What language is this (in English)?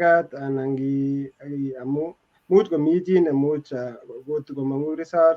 Kalenjin